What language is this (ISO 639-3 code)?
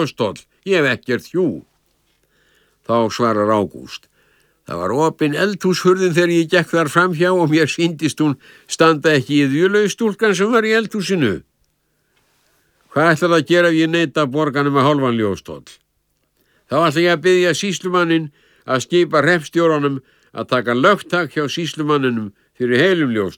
isl